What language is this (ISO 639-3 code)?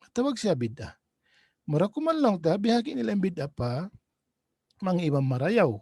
tsg